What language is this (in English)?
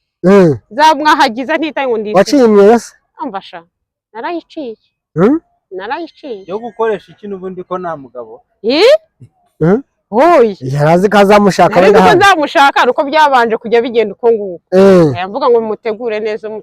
Kinyarwanda